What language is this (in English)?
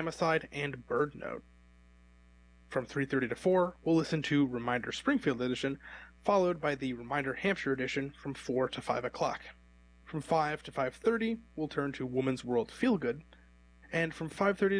English